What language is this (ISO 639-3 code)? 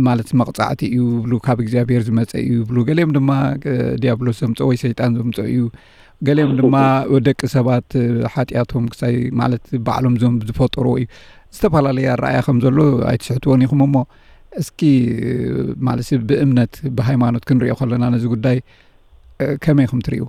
tir